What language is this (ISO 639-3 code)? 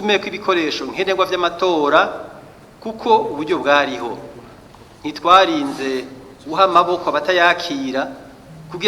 run